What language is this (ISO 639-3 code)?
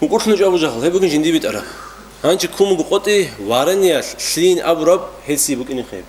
ava